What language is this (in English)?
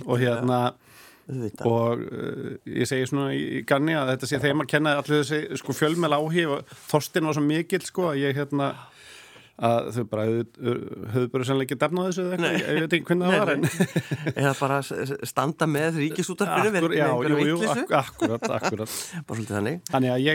Icelandic